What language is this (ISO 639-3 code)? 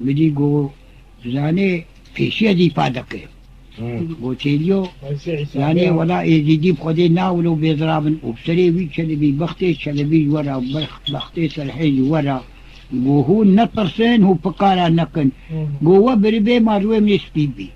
kur